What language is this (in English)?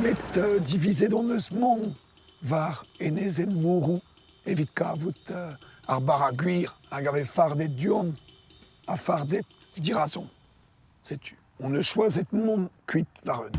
Breton